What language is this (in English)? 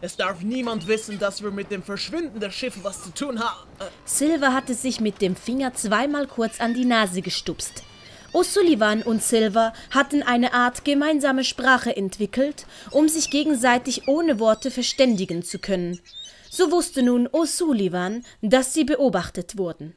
Swiss German